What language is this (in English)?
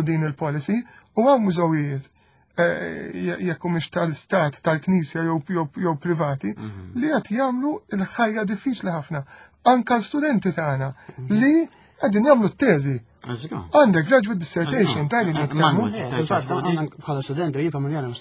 Maltese